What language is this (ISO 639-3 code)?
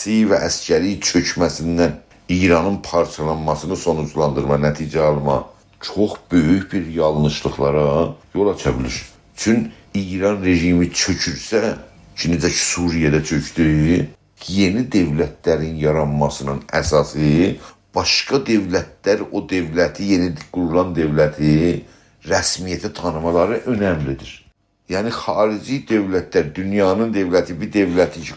azb